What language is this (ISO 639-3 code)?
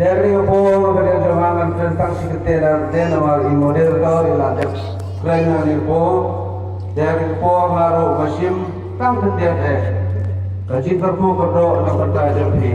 kha